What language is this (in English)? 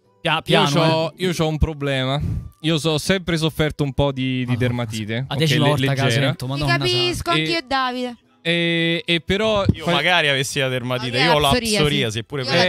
Italian